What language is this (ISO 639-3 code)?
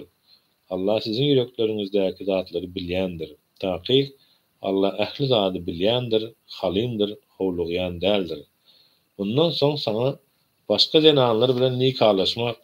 tuk